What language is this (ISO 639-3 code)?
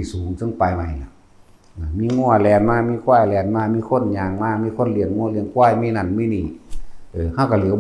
tts